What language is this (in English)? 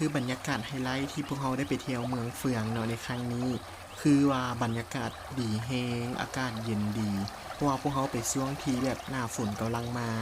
Lao